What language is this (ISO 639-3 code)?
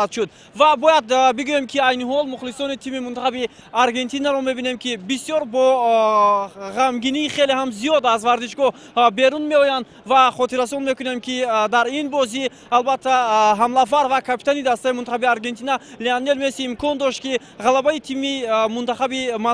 tgk